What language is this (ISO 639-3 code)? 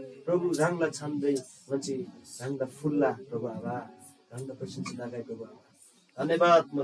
taj